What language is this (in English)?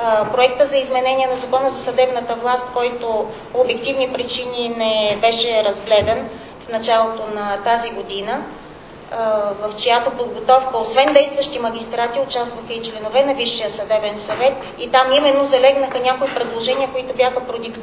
Bulgarian